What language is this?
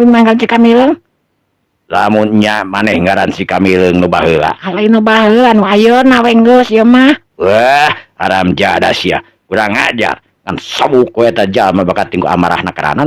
Sundanese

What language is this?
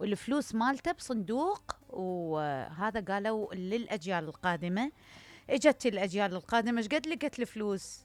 Mesopotamian Arabic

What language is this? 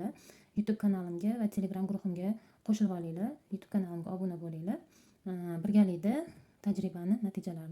Uzbek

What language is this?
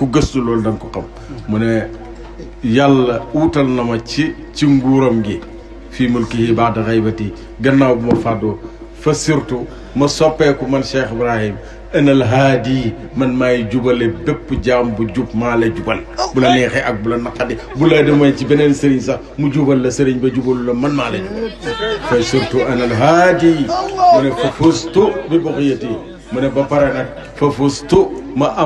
Wolof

